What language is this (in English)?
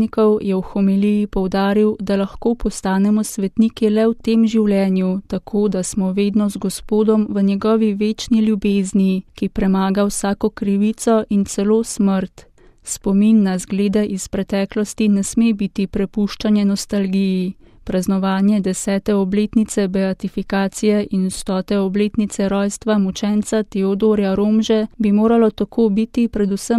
Slovenian